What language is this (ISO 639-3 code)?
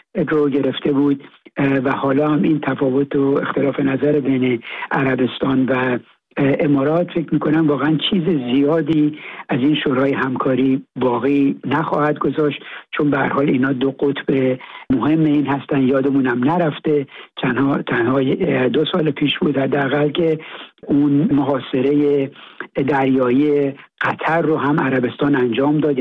fas